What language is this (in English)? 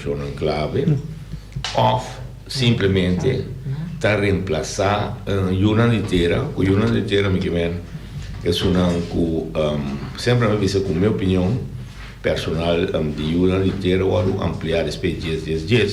Papiamento